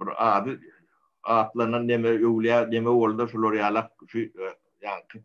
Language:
Turkmen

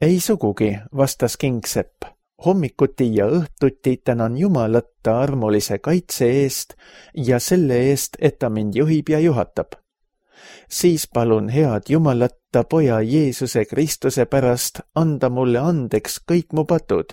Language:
Estonian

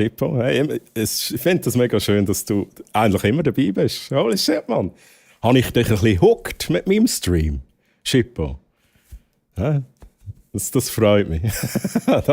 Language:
Swiss German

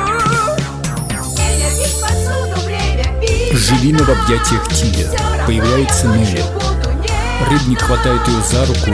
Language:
Russian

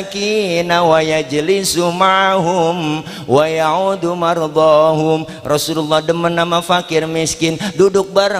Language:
Betawi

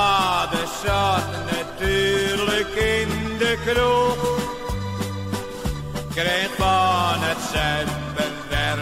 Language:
Dutch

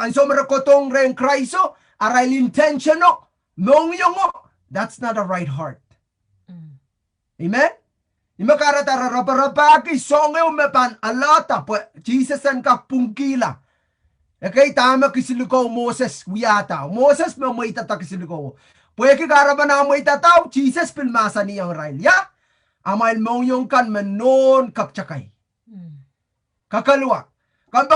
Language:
Pohnpeian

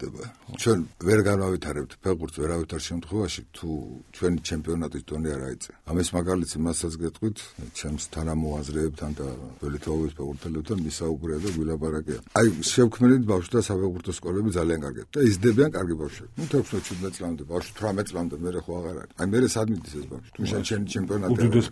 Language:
Georgian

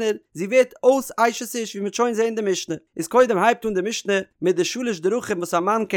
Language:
Yiddish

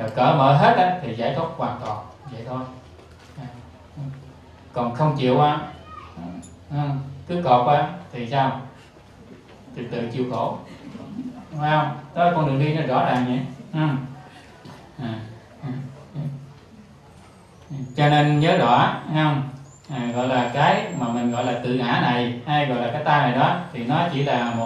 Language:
Vietnamese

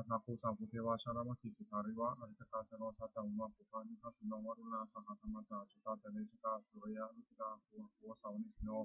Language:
Pali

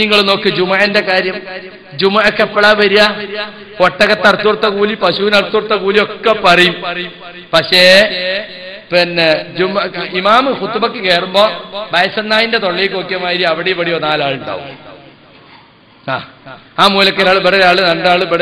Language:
Malayalam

